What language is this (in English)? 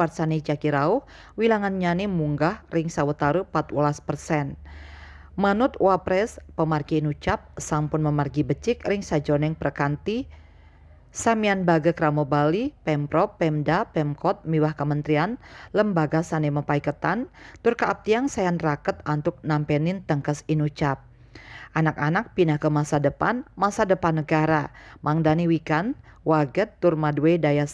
Balinese